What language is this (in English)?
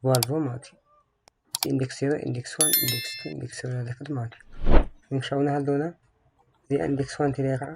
Tigrinya